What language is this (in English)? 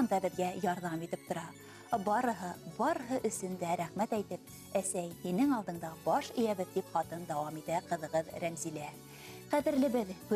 Bashkir